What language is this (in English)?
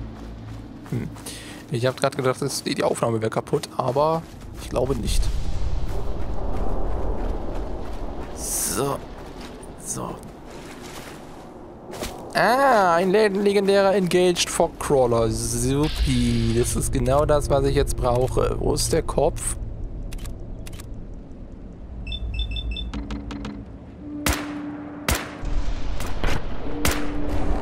German